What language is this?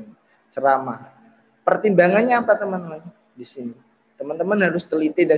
Indonesian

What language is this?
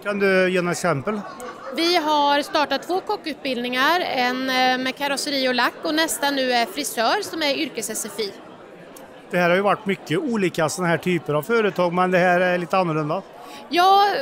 Swedish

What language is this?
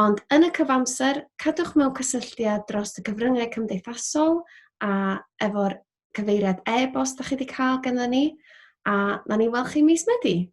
Welsh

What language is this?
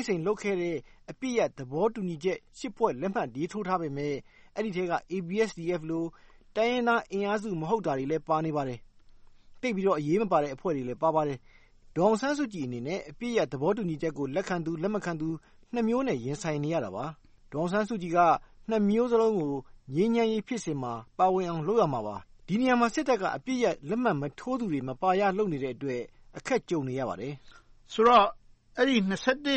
Burmese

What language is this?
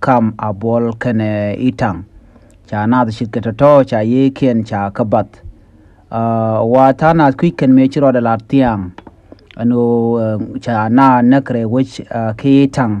Nuer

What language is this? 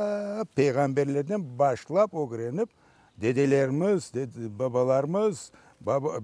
Crimean Tatar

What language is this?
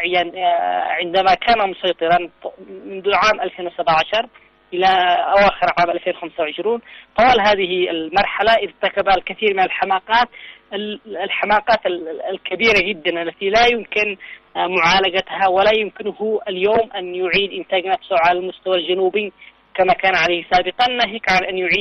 Arabic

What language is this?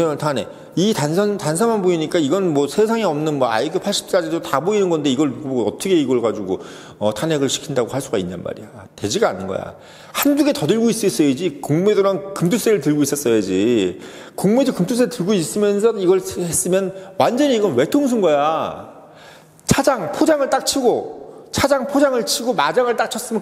Korean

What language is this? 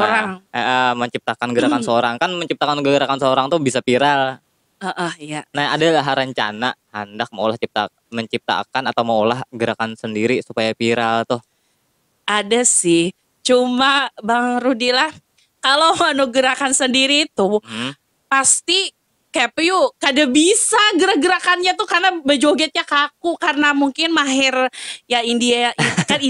Banjar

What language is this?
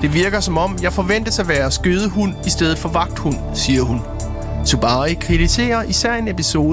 Danish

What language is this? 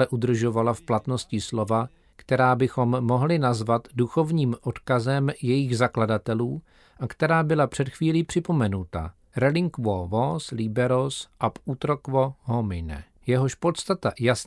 Czech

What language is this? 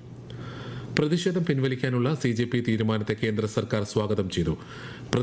Malayalam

